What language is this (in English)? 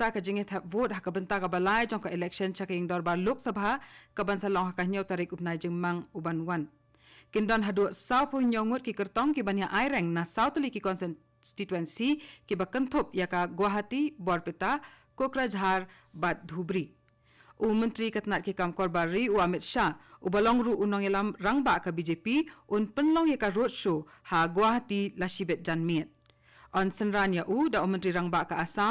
Khasi